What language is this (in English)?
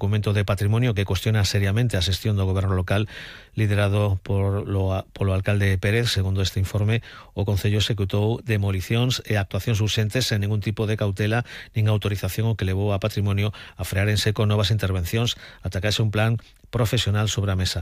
Galician